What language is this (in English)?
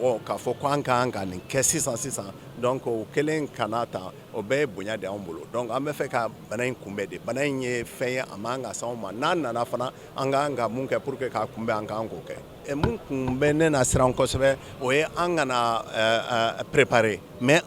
Bambara